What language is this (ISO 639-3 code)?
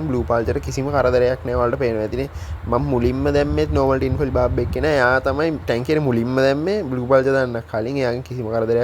sin